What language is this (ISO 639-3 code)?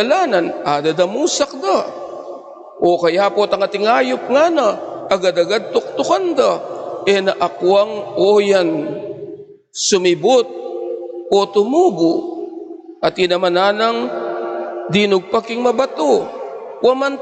pam